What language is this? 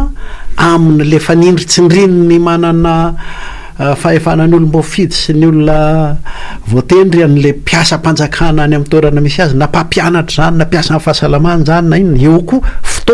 Malagasy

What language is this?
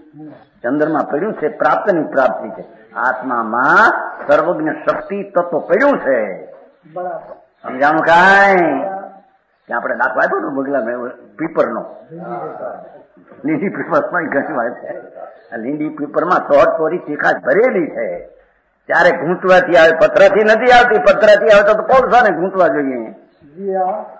Gujarati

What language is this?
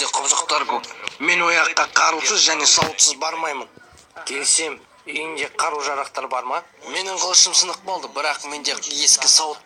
Kazakh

